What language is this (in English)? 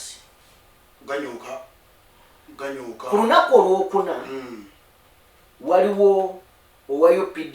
Ganda